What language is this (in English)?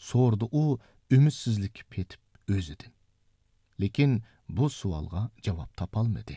Uyghur